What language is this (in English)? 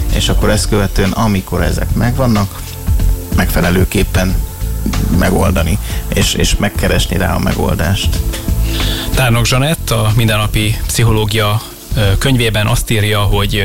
Hungarian